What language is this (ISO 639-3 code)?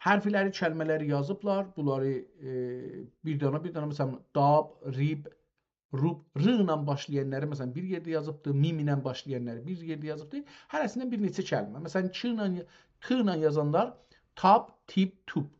azb